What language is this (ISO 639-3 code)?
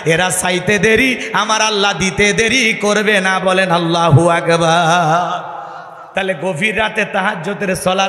ben